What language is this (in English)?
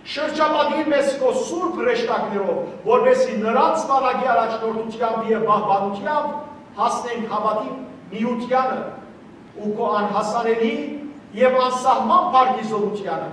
Western Armenian